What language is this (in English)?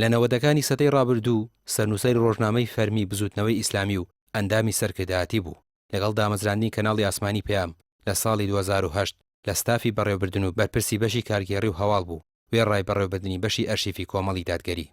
Central Kurdish